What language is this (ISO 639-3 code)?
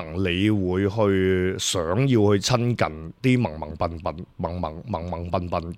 yue